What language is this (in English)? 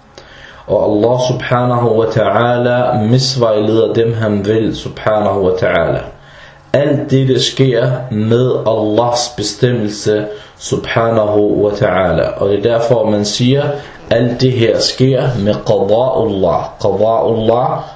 Danish